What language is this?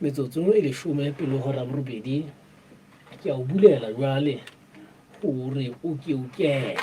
Southern Sotho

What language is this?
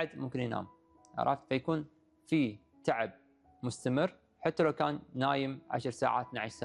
Gulf Arabic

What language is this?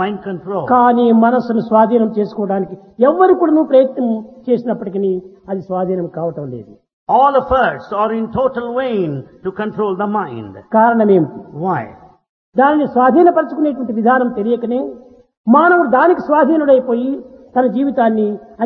Telugu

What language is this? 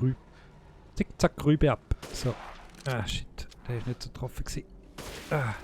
Swiss German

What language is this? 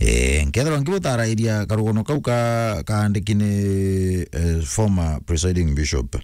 Meru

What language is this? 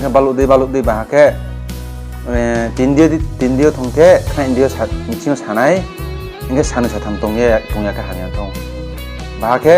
Riang (India)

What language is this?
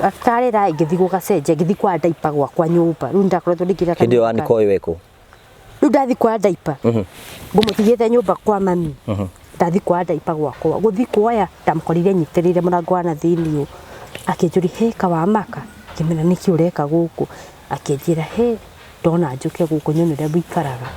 Kikuyu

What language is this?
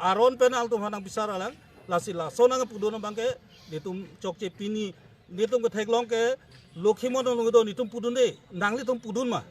Karbi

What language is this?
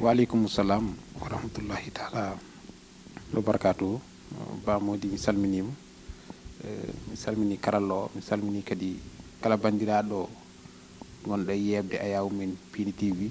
Fula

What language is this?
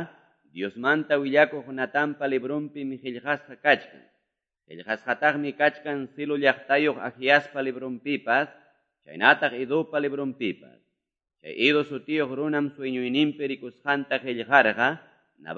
Quechua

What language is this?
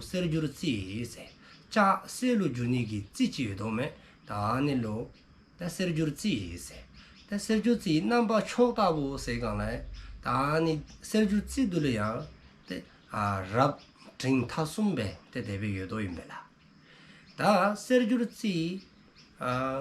Dzongkha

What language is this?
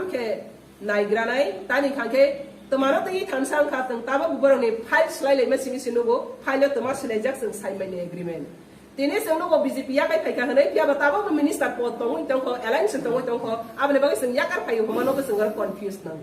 Kok Borok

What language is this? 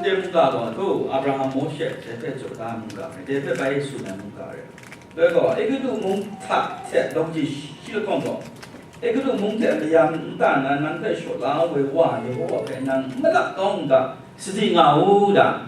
Kachin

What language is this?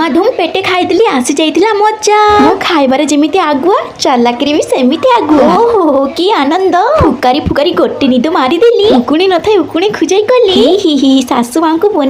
Odia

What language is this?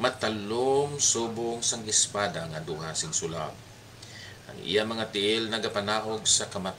Hiligaynon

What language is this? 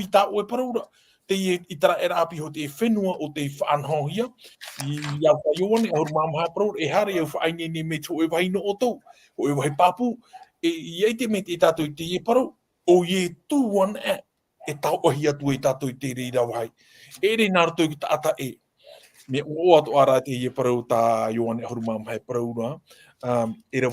Tahitian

